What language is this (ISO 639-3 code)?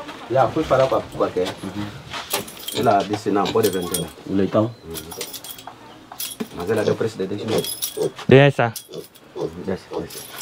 vie